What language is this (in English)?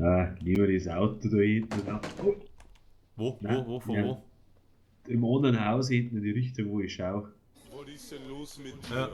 Bavarian